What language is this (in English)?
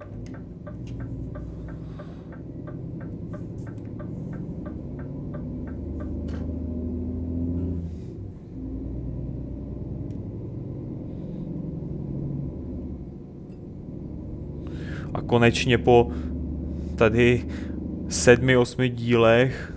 Czech